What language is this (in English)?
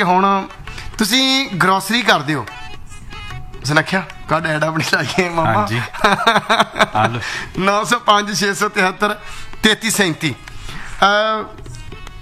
Punjabi